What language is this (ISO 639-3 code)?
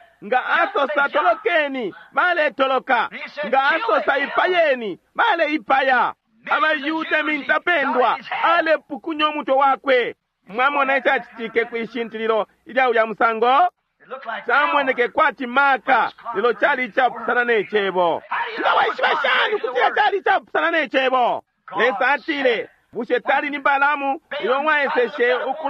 bem